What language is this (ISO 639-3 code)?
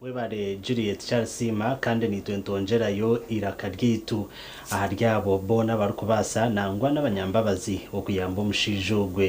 nyn